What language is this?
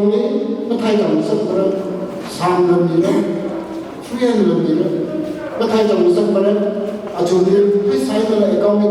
Tangkhul Naga (India)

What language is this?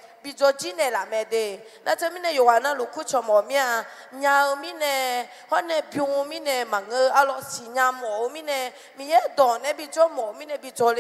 Akha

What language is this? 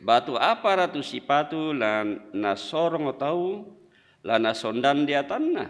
Toraja-Sa'dan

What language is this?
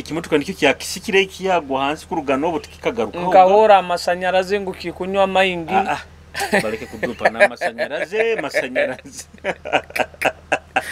Nyoro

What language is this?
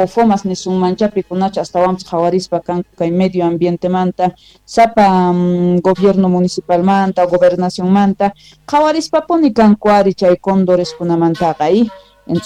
South Bolivian Quechua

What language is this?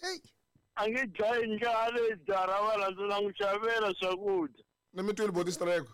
Tsonga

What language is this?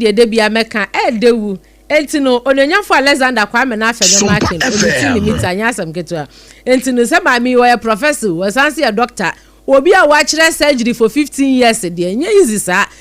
Akan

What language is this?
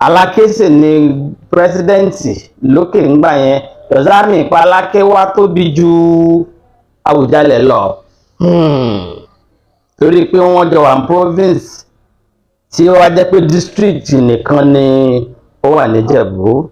Yoruba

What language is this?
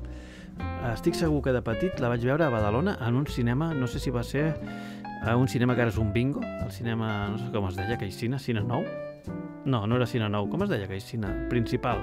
Catalan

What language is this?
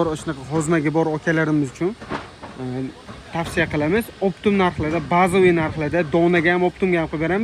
Uzbek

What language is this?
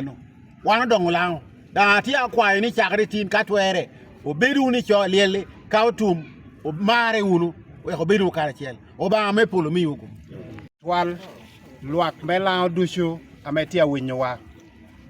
Lango (Uganda)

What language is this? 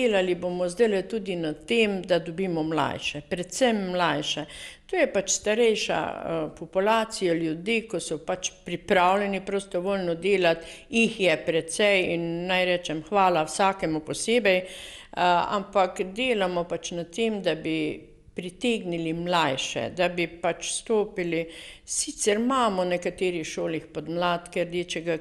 Slovenian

